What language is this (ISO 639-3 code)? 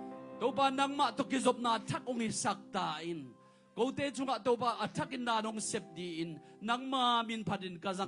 ctd